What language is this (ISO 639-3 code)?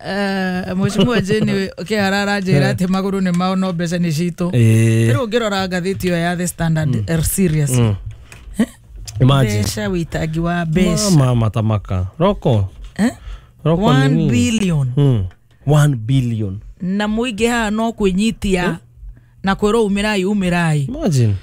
kik